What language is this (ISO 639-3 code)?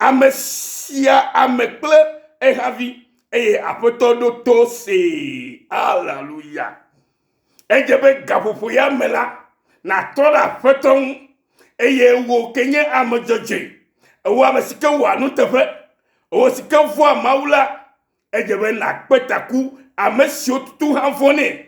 ewe